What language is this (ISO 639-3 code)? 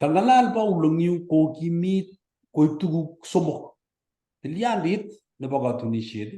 kln